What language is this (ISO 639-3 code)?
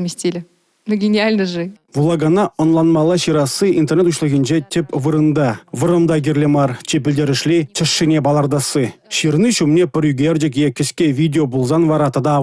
chv